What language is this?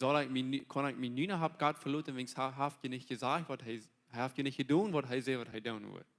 Plautdietsch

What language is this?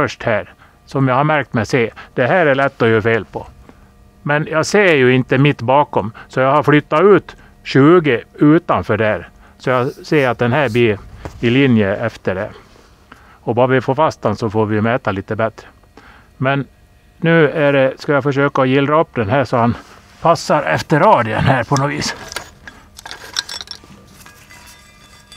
Swedish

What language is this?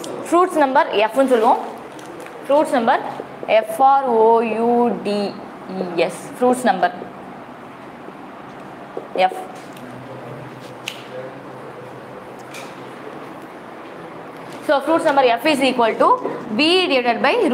Tamil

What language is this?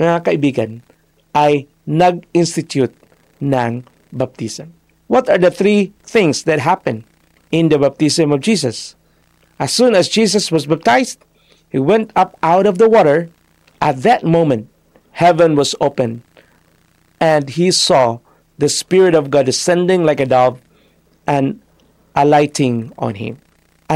Filipino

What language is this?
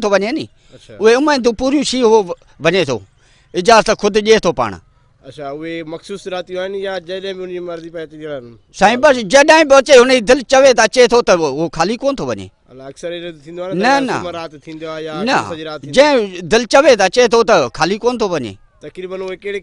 Sindhi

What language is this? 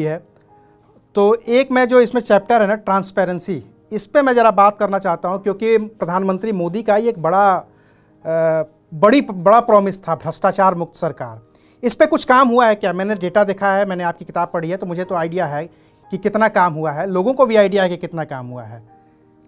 Hindi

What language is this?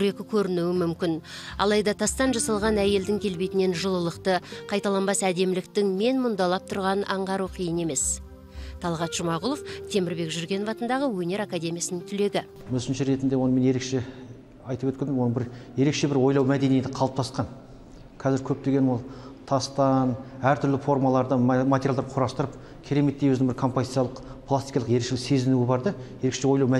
Kazakh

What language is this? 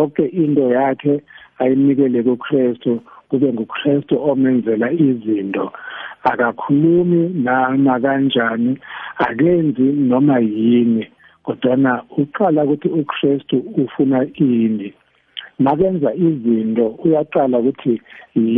South Ndebele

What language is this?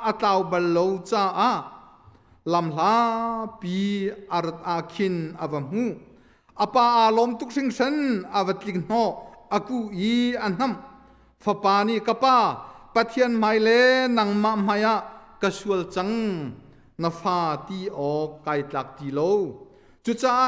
Hakha Chin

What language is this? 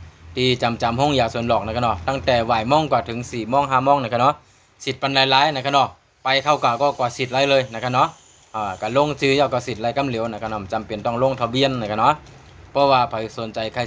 Shan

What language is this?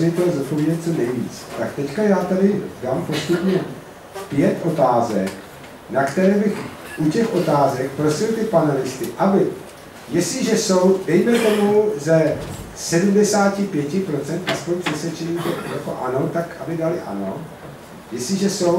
Czech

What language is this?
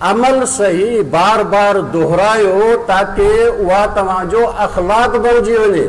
Sindhi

